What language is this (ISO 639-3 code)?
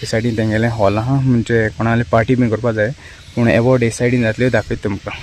kok